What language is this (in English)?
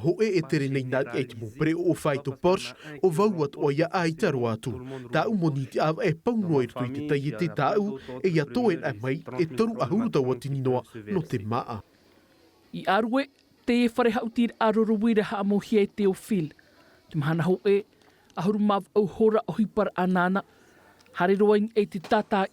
Tahitian